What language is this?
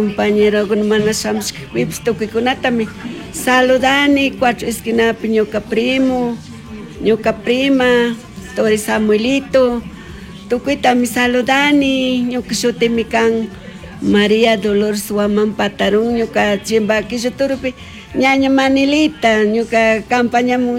Chimborazo Highland Quichua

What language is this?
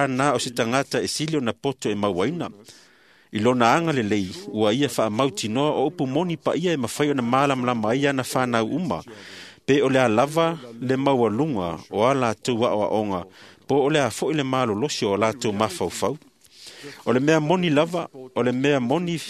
Samoan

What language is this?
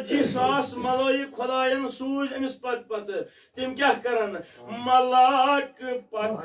Kashmiri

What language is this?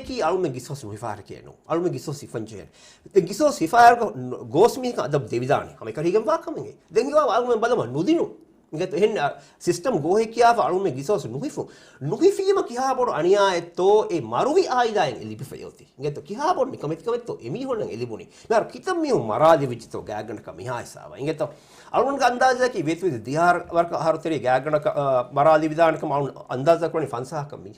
Divehi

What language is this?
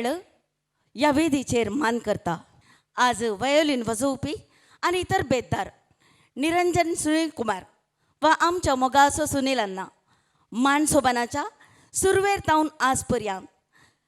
Konkani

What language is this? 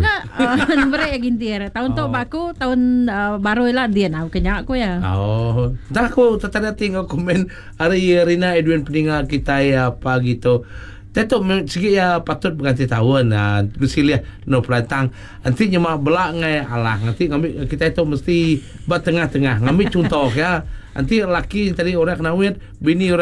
Iban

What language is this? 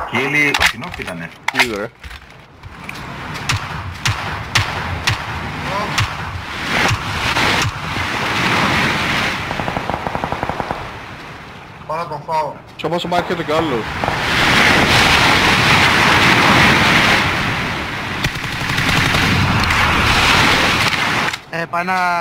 Greek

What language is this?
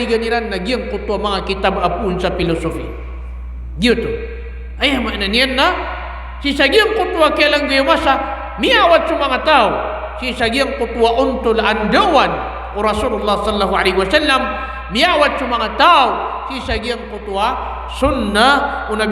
Maranao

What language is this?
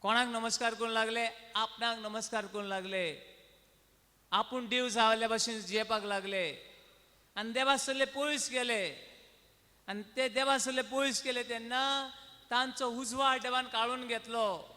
Konkani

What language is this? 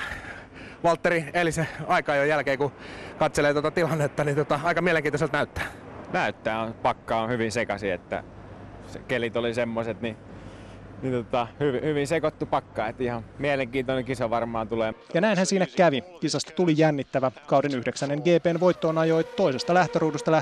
Finnish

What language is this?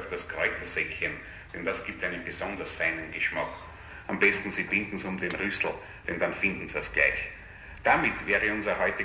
Bavarian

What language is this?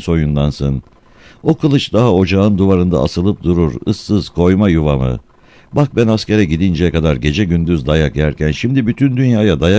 Turkish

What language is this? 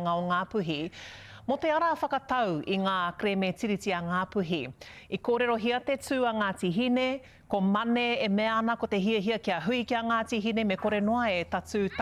Māori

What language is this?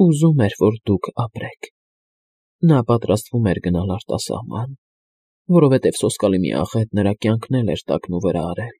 Armenian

